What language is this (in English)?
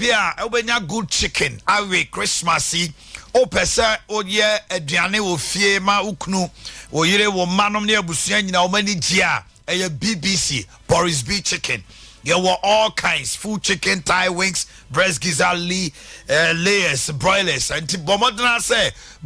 Akan